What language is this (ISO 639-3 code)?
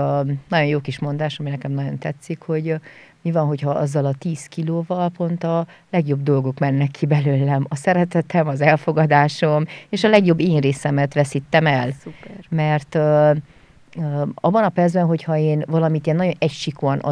hun